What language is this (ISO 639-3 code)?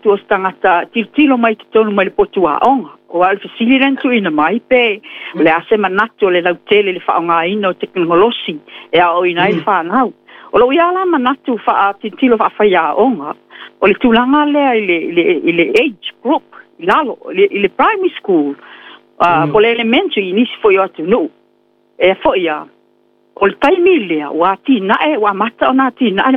smo